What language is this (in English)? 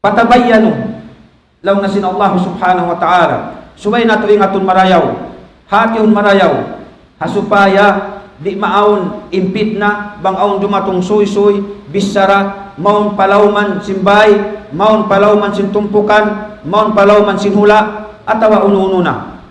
Tausug